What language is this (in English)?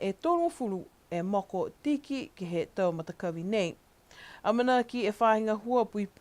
Niuean